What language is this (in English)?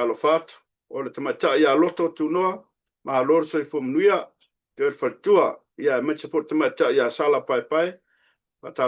Samoan